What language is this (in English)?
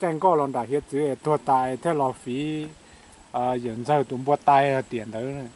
Hmong